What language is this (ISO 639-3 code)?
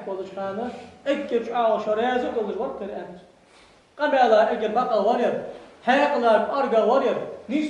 inh